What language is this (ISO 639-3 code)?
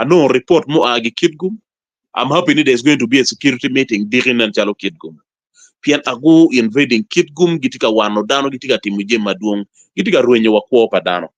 ach